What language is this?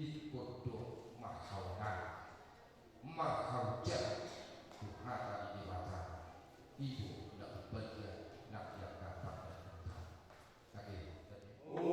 Batak Toba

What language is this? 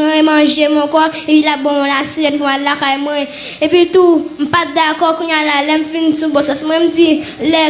Haitian Creole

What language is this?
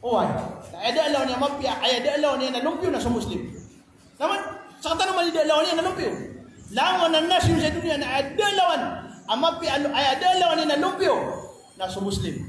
Maranao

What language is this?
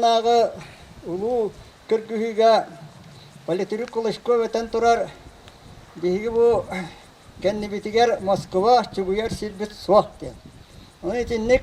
Yakut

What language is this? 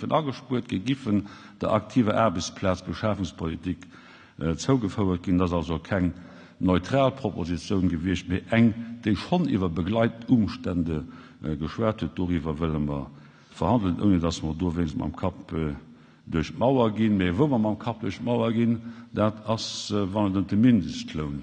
Luxembourgish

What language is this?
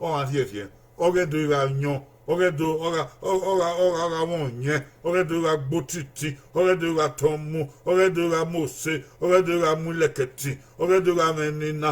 Bini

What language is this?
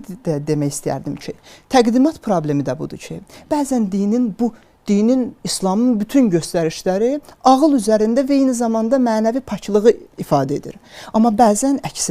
Azerbaijani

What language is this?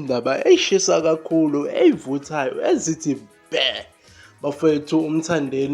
Zulu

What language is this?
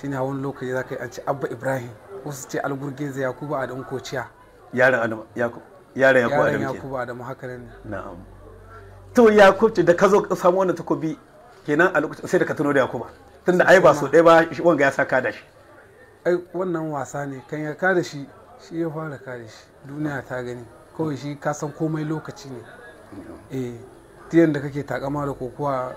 Hausa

